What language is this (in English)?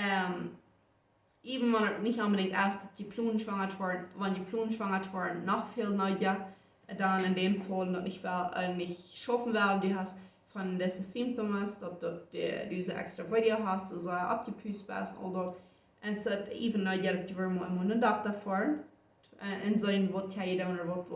Plautdietsch